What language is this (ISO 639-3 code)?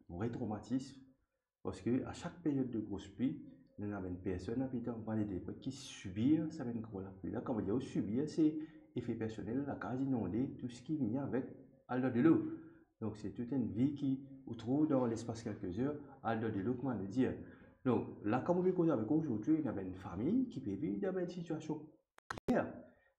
mfe